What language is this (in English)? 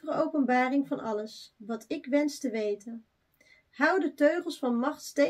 Dutch